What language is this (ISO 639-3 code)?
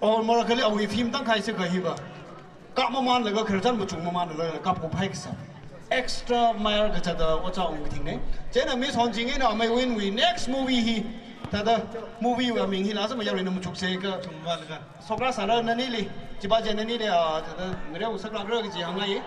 nmf